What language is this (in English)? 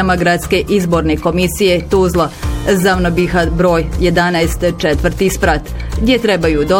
Bosnian